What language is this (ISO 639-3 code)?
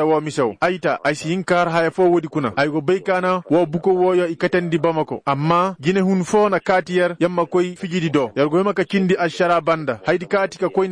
ses